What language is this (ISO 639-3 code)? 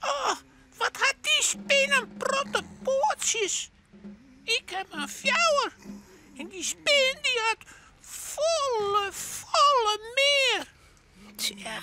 fry